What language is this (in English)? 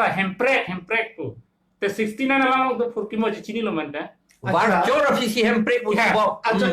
Karbi